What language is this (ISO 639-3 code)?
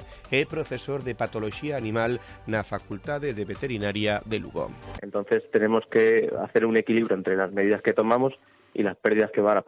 glg